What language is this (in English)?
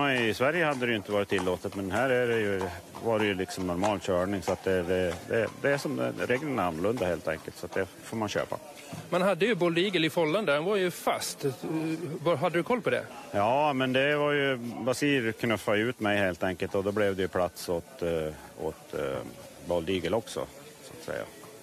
Swedish